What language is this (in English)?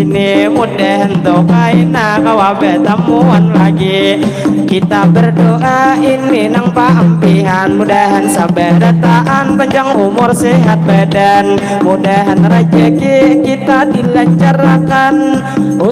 Banjar